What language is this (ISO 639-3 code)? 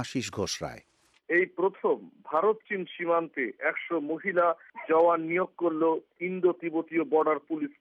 ben